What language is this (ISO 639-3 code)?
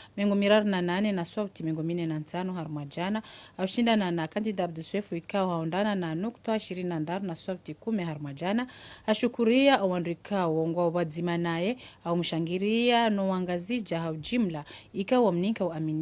zdj